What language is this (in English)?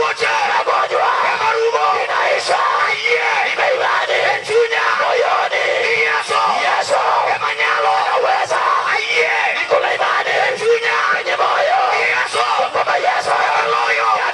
Luo (Kenya and Tanzania)